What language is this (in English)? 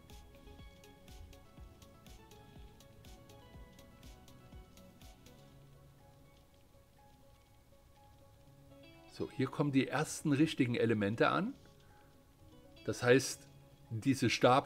German